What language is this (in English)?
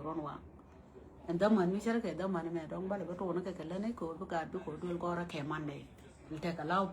Nuer